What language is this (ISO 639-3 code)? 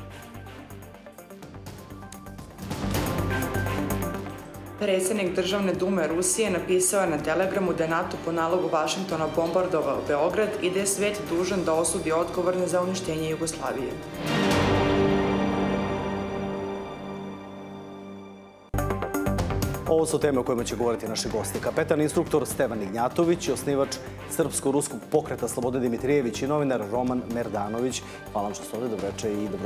srp